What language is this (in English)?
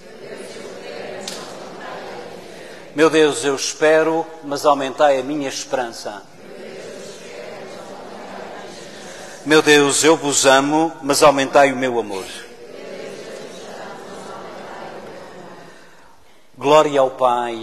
Portuguese